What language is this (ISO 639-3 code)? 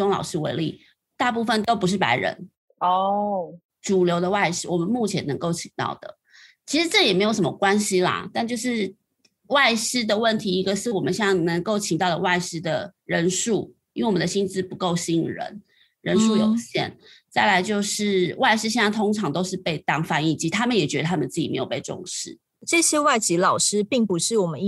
zho